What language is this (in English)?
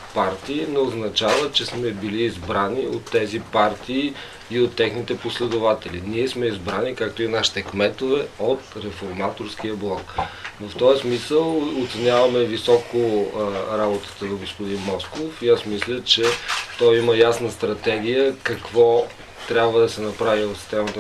Bulgarian